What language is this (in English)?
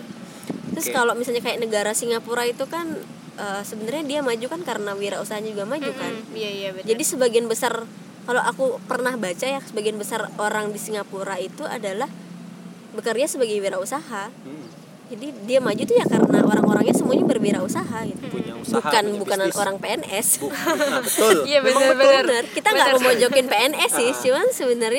Indonesian